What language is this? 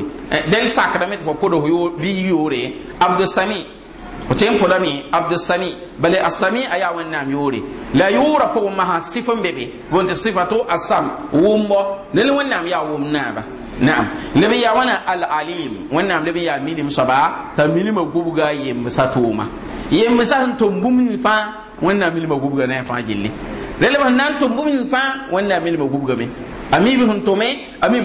Mossi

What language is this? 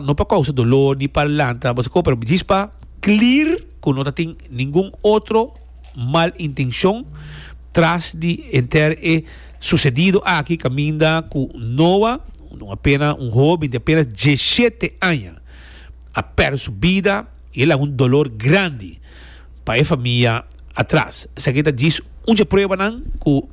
Papiamento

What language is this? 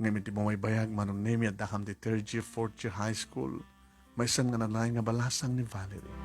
Iloko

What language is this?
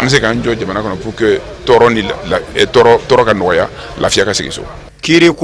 Bambara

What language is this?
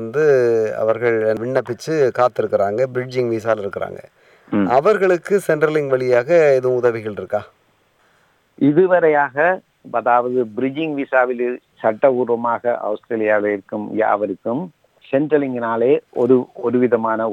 Tamil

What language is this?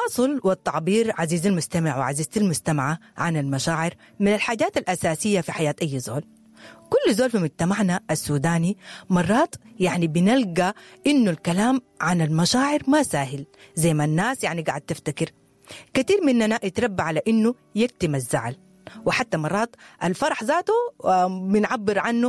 Sudanese Arabic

